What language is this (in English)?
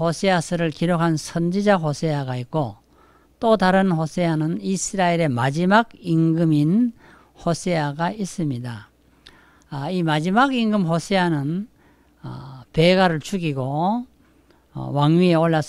Korean